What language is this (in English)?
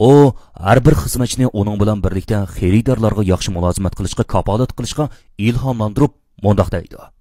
Uyghur